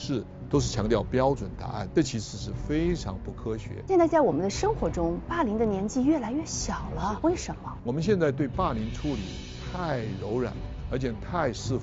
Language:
Chinese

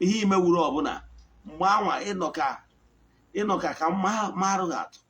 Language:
Igbo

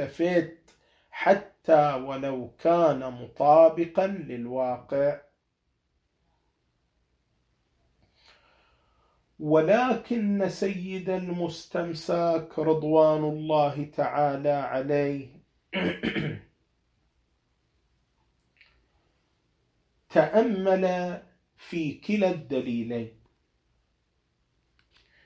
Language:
Arabic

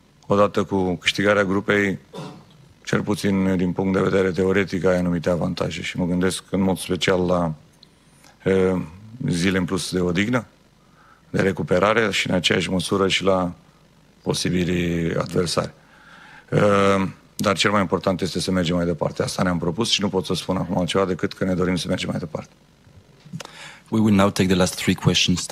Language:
Romanian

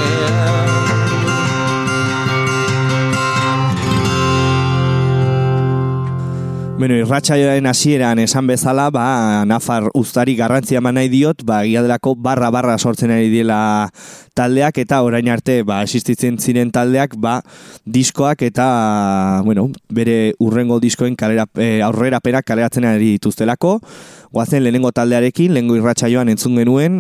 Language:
Basque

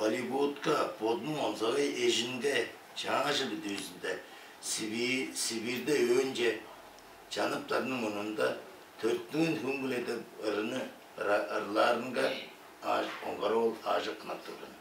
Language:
Tuvinian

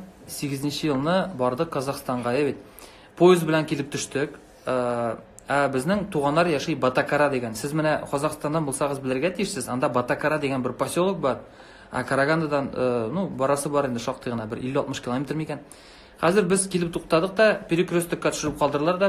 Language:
Tatar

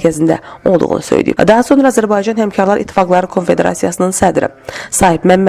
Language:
Azerbaijani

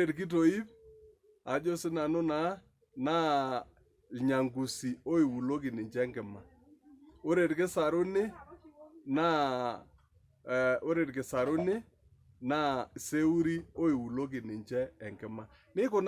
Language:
Masai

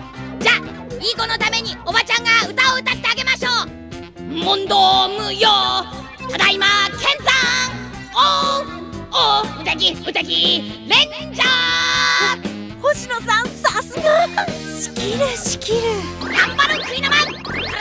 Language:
Japanese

